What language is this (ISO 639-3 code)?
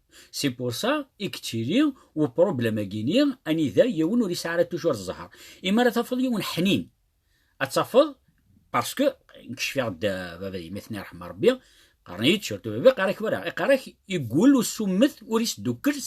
kab